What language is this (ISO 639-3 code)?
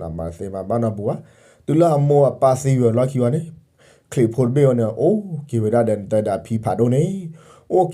ksw